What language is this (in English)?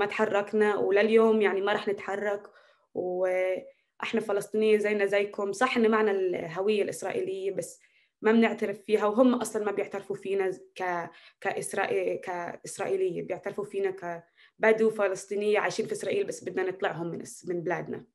North Levantine Arabic